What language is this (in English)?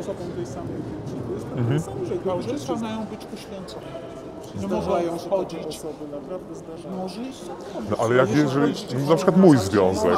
Polish